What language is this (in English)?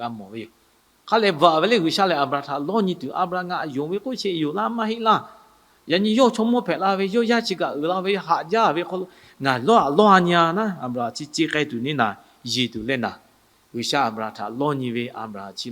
Lahu